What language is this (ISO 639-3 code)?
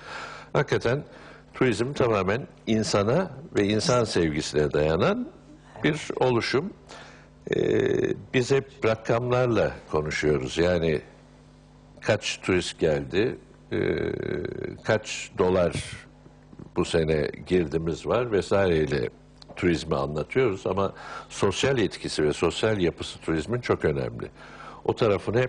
tur